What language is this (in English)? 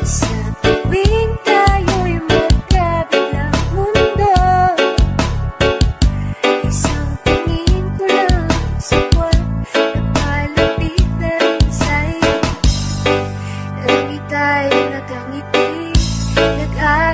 Filipino